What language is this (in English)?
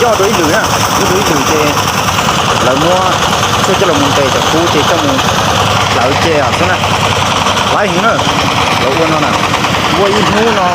Hmong